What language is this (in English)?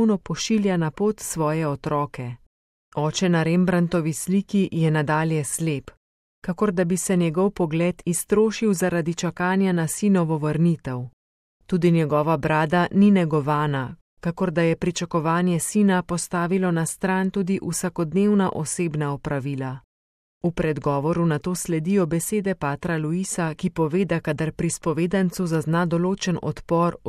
Slovenian